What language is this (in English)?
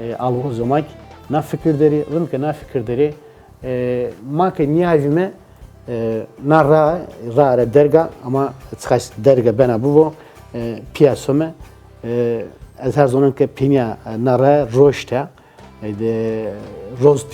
Zaza